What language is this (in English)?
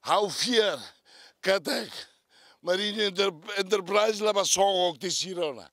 Tetum